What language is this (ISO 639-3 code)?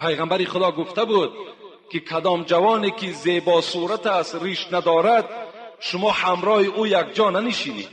tgk